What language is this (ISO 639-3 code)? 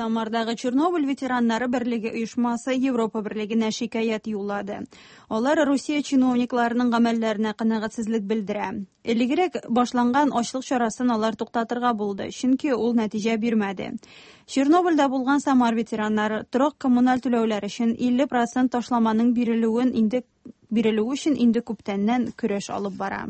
tat